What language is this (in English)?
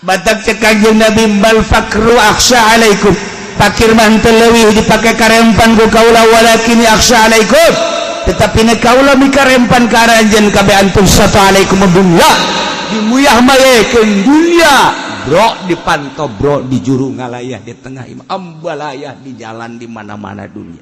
Sundanese